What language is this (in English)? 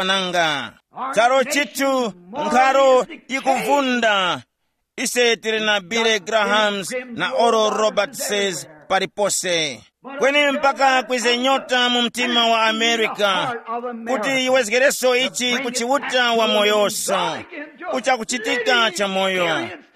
Tumbuka